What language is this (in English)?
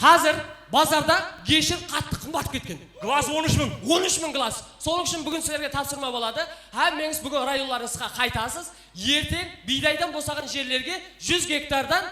Kara-Kalpak